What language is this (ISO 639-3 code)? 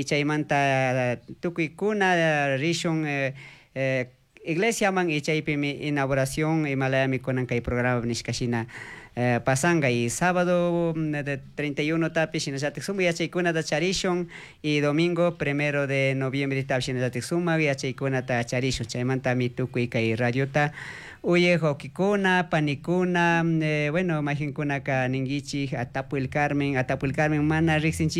qug